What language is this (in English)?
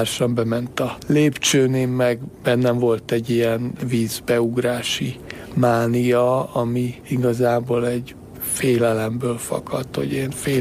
Hungarian